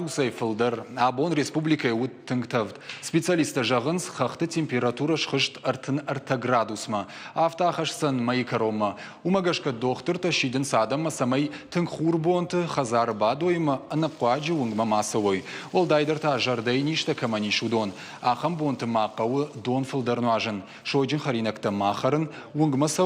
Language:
Ossetic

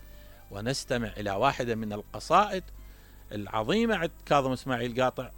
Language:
Mesopotamian Arabic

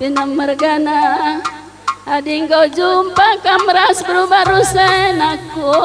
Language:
Batak Karo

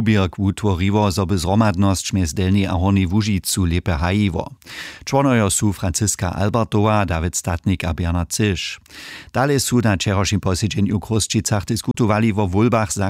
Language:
Upper Sorbian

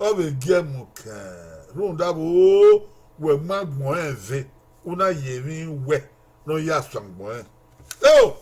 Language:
Bini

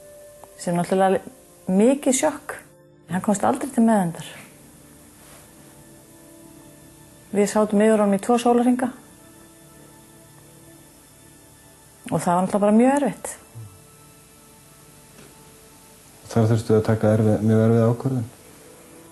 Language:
Icelandic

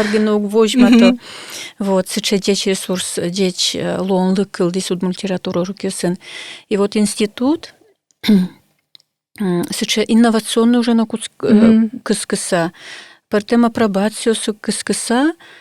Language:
Udmurt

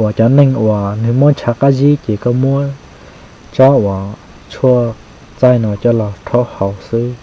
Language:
Hmong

